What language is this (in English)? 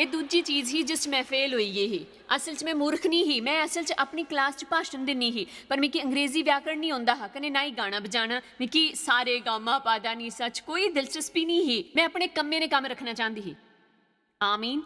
Dogri